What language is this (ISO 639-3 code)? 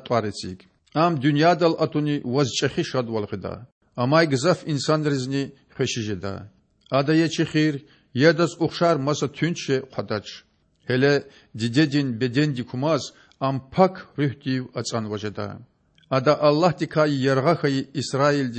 lez